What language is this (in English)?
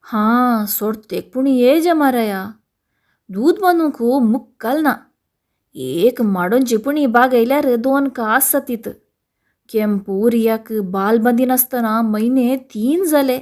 Konkani